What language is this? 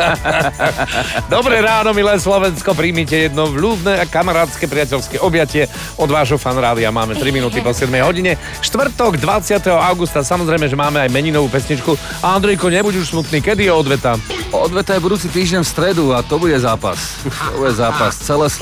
Slovak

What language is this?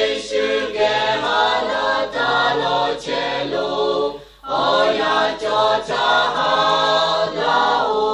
Lahu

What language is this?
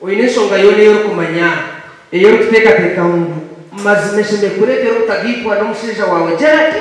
Nyankole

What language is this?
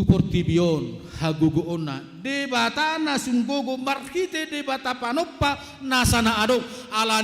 Batak Toba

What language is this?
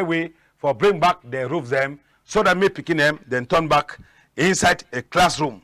Cameroon Pidgin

